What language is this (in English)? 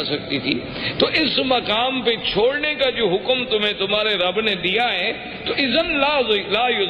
Urdu